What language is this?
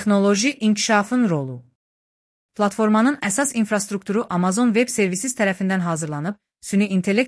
Azerbaijani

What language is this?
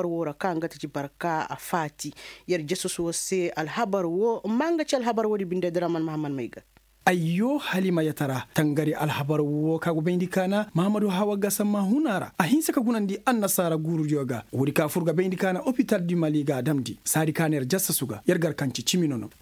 Koyraboro Senni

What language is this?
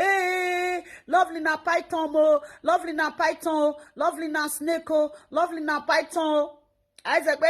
Nigerian Pidgin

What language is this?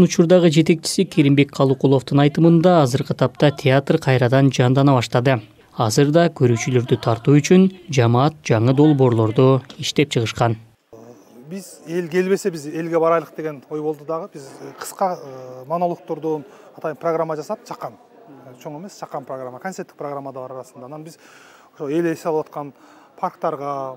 Kyrgyz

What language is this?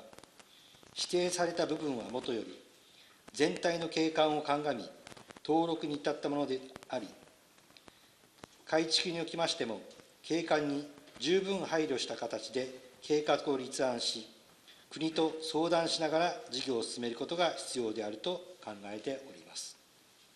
Japanese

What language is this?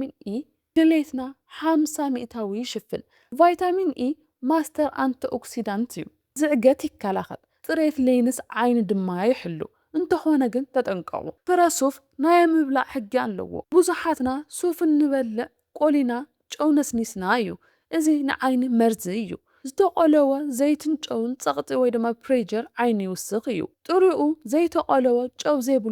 Tigrinya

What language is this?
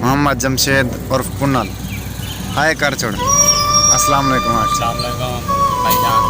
Saraiki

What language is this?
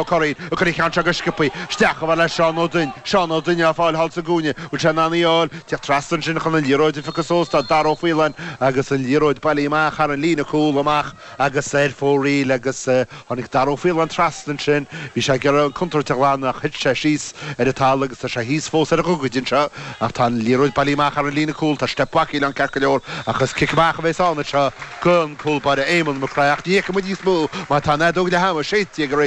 Irish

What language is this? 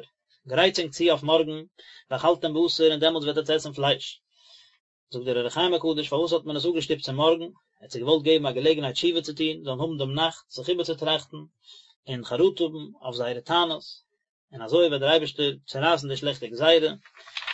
Yiddish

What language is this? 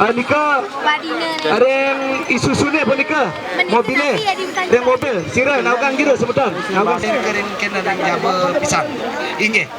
Balinese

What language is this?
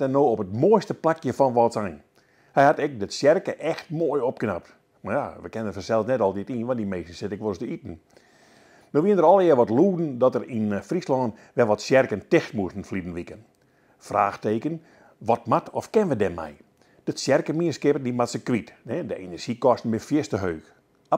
Western Frisian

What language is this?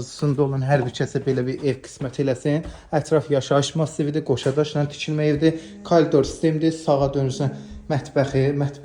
Azerbaijani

